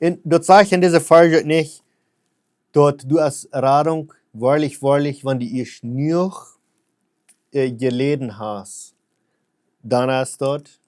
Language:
Plautdietsch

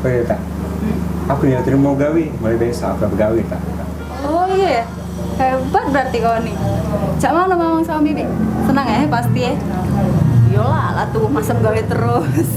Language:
Musi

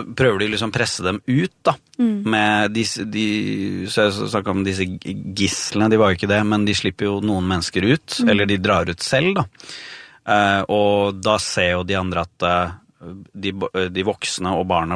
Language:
Norwegian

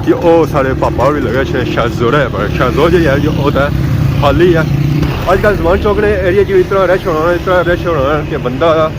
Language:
Pahari-Potwari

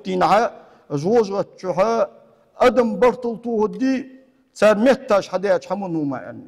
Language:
Ingush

